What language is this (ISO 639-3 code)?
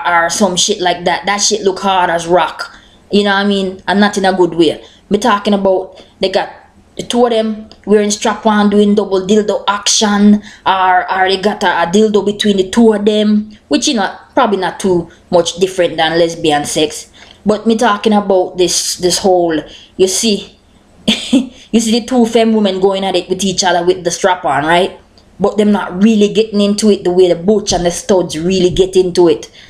jam